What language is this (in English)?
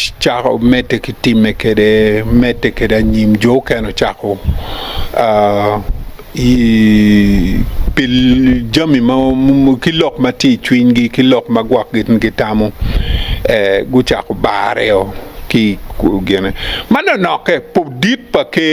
Acoli